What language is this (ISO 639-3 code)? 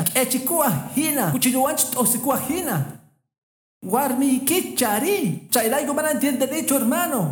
que